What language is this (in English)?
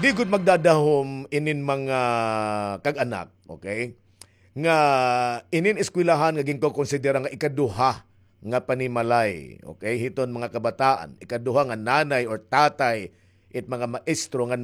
Waray